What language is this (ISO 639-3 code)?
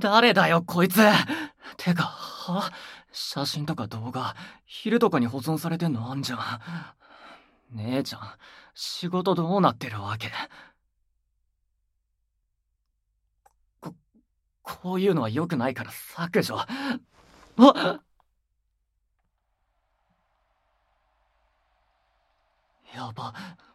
jpn